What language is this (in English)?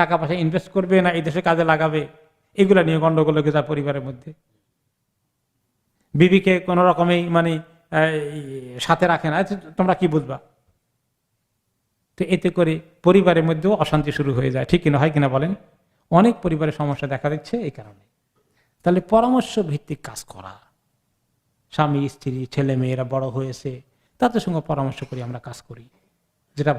Bangla